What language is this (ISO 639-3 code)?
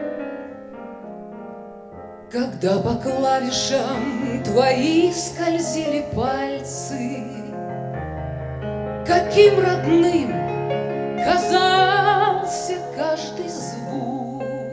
rus